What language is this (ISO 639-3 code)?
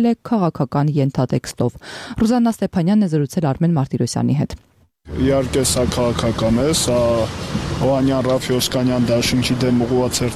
hye